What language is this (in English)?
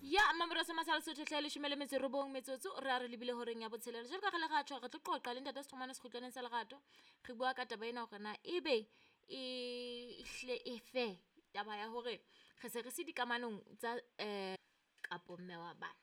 Southern Sotho